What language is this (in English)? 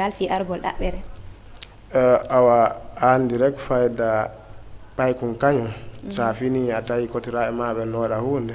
Fula